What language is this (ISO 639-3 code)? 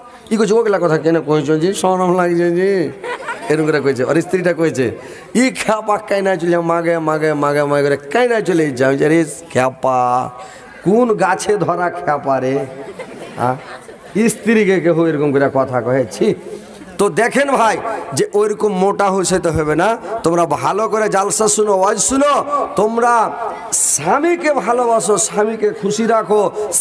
ben